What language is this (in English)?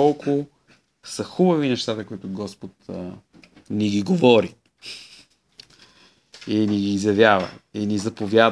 Bulgarian